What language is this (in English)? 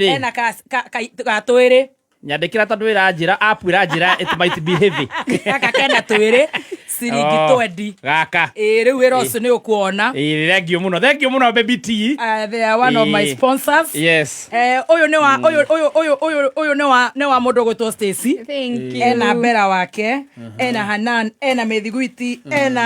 Kikuyu